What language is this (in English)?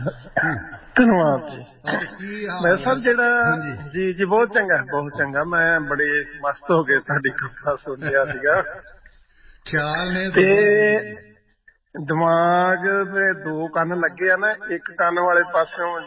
Punjabi